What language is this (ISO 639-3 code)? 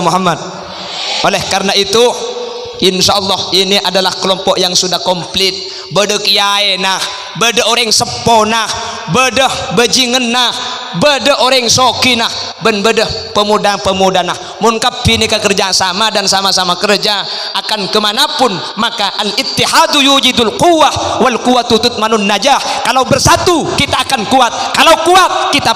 mad